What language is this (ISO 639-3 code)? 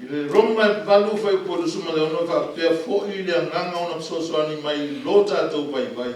smo